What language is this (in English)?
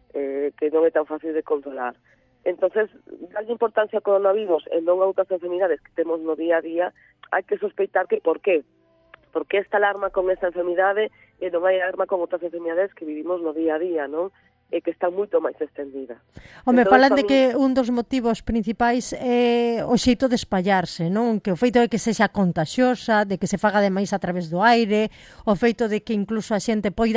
Galician